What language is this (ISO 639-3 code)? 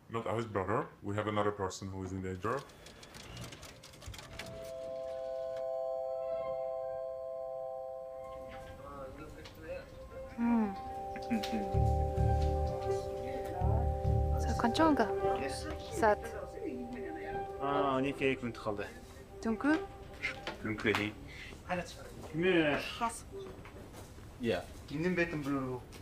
kir